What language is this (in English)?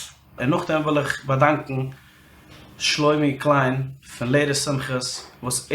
Yiddish